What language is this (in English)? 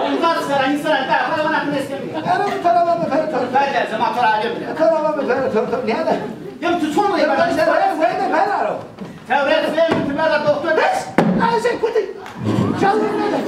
Zaza